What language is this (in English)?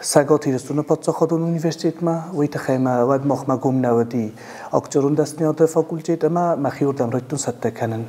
Ossetic